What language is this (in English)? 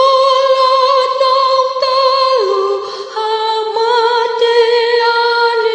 Batak Toba